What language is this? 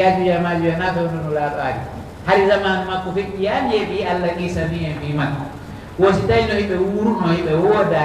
Pular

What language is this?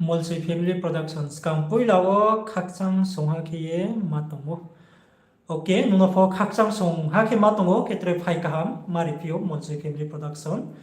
Riang (India)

